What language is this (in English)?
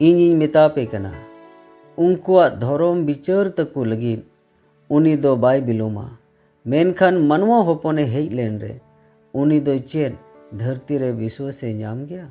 Santali